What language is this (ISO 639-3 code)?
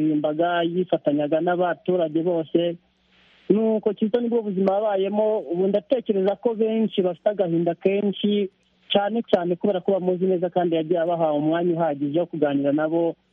kin